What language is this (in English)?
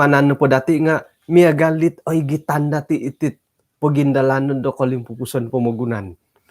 Central Dusun